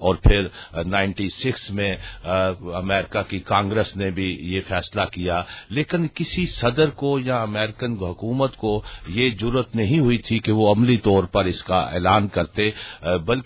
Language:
Urdu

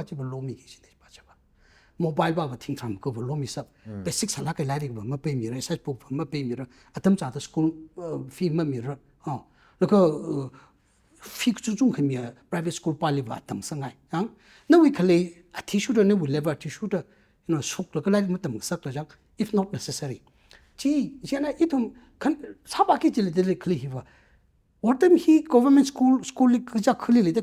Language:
Tangkhul Naga (India)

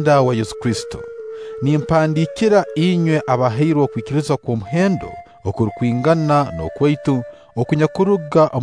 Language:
Nyankole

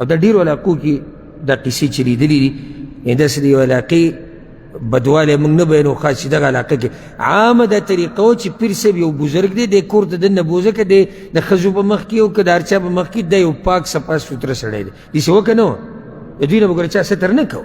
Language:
Pashto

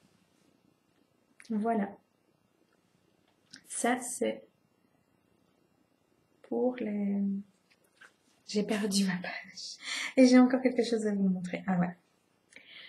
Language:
French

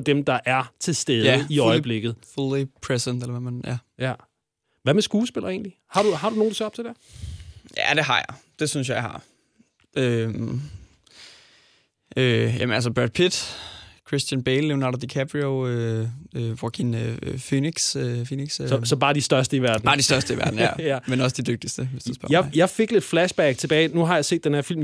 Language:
Danish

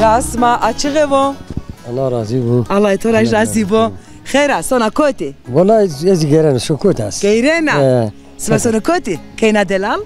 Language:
Zaza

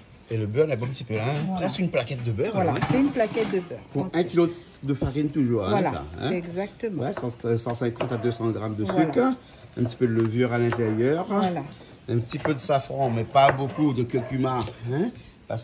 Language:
Réunion Creole French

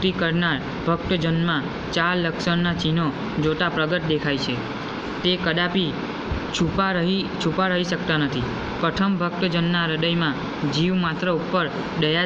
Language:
Gujarati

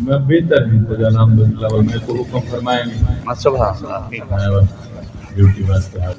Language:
Saraiki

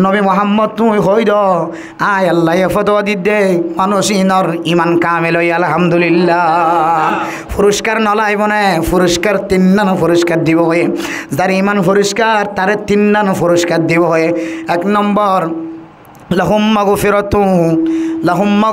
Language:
Rohingya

